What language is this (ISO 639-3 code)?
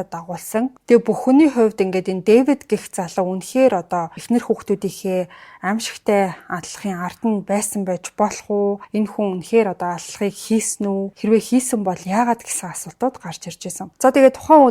mon